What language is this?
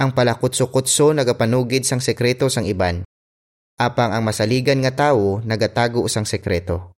Hiligaynon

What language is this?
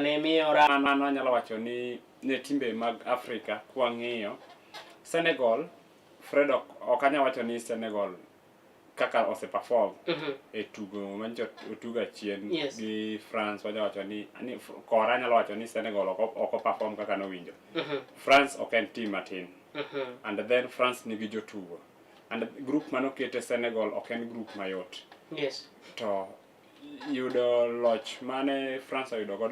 Luo (Kenya and Tanzania)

